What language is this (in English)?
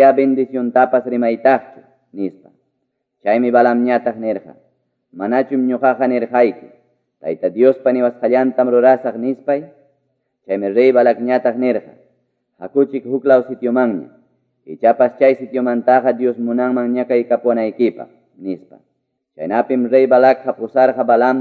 Quechua